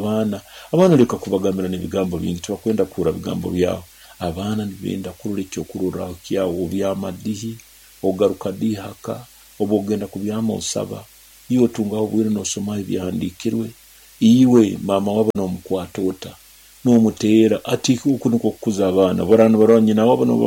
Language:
Nyoro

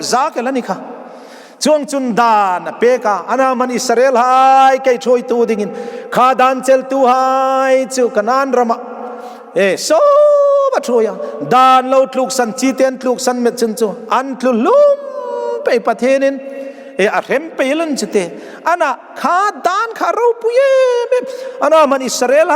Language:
Hmar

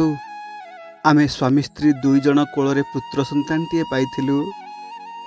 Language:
Odia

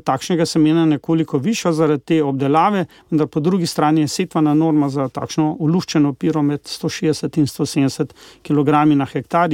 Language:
Slovenian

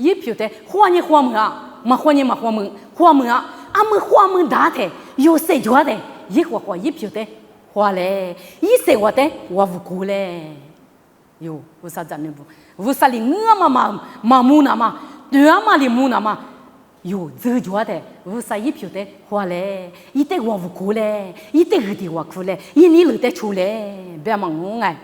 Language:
Lisu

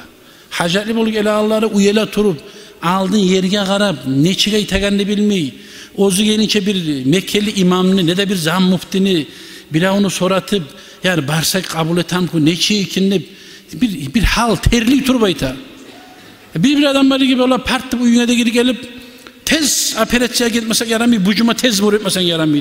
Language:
Kumyk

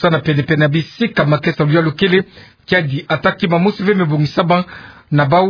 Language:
Kituba (Democratic Republic of Congo)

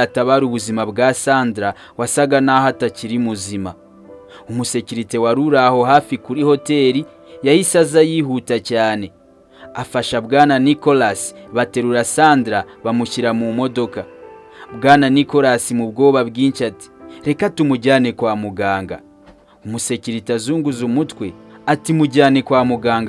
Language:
Kinyarwanda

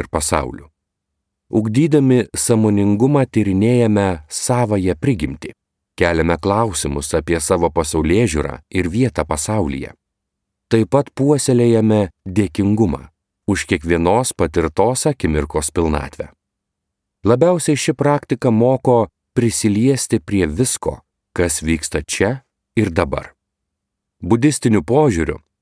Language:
Lithuanian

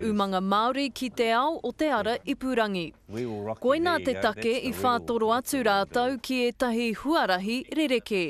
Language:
Māori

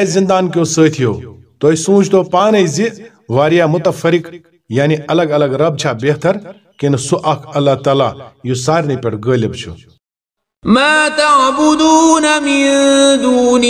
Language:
Kashmiri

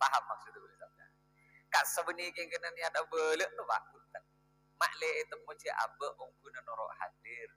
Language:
Madurese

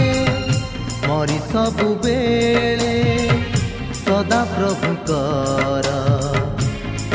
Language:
Odia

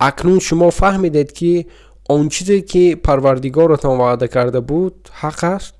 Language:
Tajik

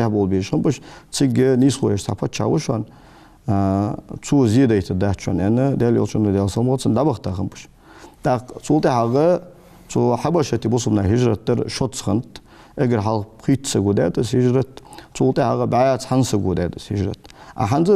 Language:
Ingush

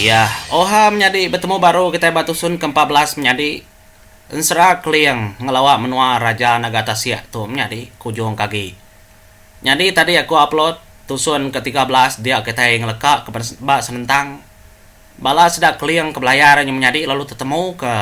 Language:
Iban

